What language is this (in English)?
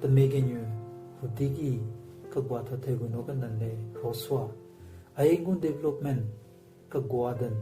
Southern Rengma Naga